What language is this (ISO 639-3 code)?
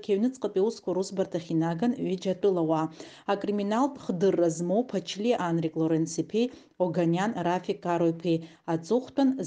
abk